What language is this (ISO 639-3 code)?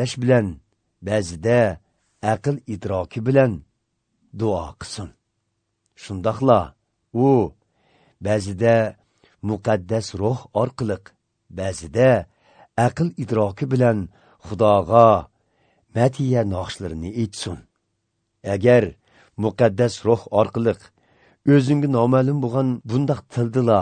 uig